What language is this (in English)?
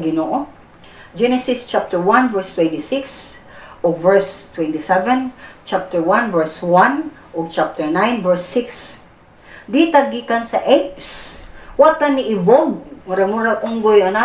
Cebuano